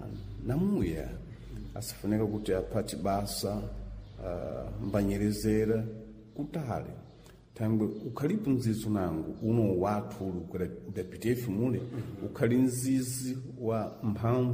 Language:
Sena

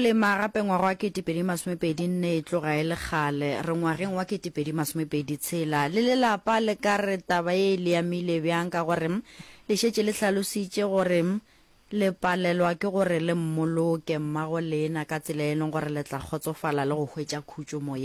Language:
Northern Sotho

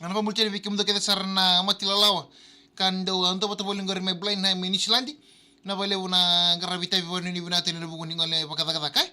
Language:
Fijian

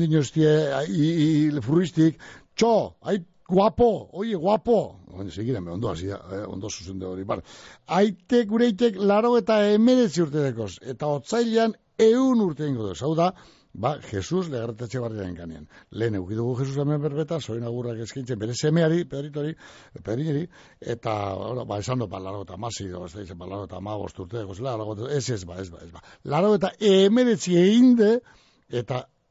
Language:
Basque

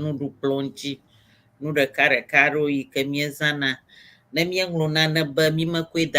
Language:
Ewe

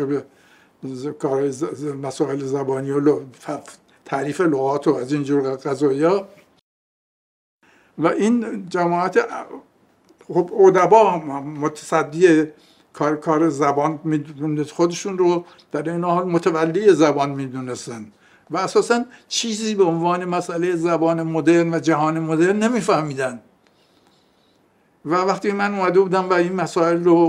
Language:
Persian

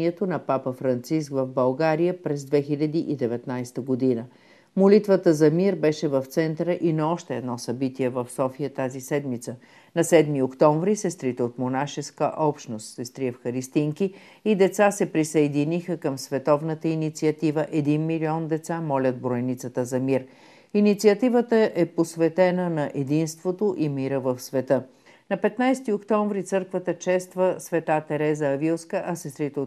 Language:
Bulgarian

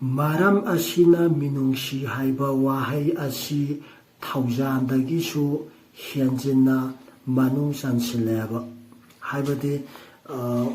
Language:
Manipuri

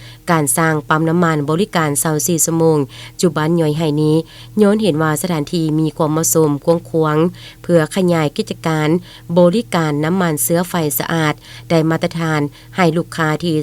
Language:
Lao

